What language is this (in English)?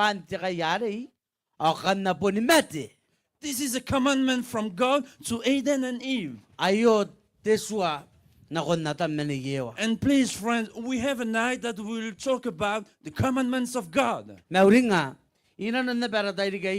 Gilbertese